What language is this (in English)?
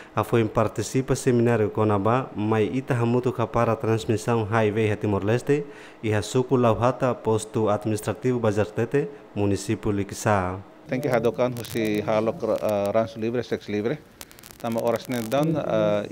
Tetum